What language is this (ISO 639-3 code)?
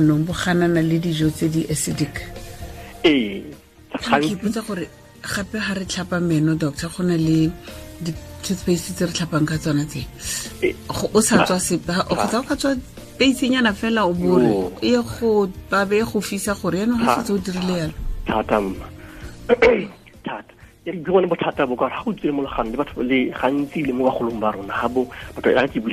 tsn